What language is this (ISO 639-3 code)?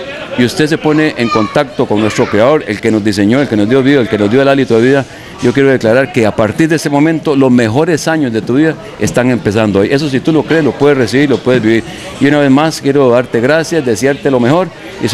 spa